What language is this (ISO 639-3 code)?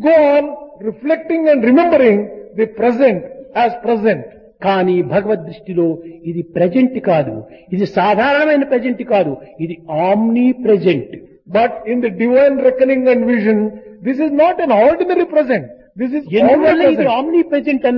tel